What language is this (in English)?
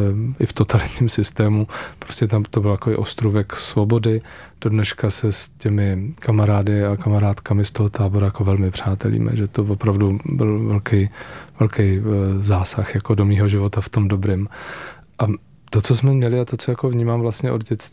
Czech